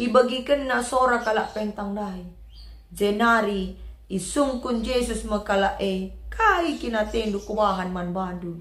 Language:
Batak Karo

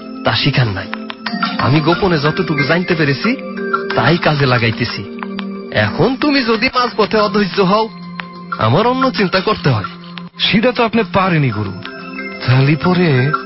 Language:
Bangla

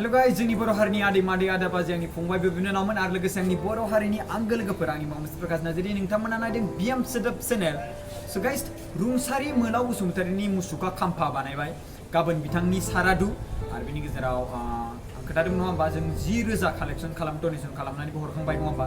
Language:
Bodo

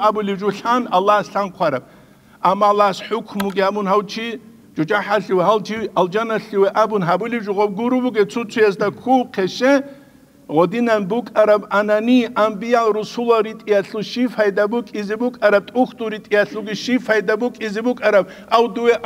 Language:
Avaric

